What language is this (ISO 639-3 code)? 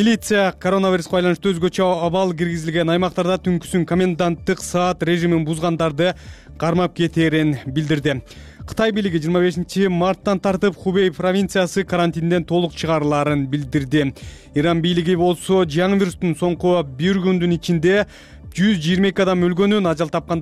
kir